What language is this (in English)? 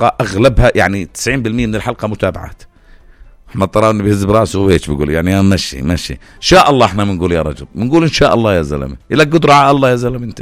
North Levantine Arabic